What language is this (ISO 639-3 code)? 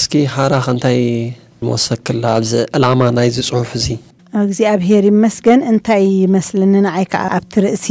tir